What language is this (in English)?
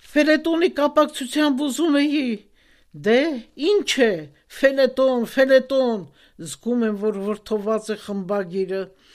Armenian